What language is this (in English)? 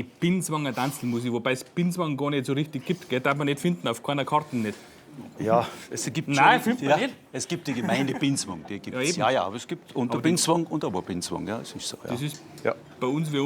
Bavarian